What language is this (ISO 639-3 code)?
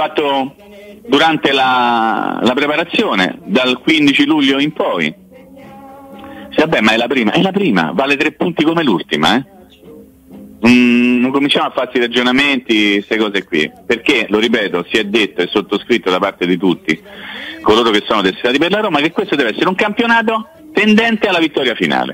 ita